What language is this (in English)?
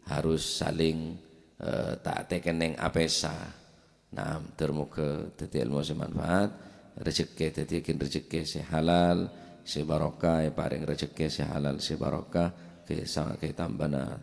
Madurese